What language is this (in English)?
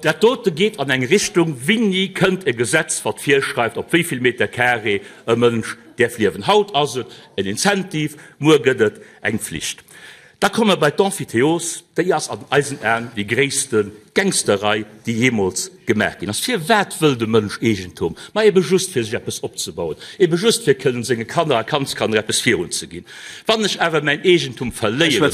Luxembourgish